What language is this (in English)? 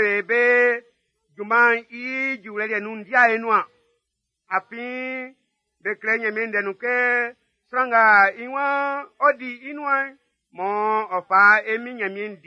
Baoulé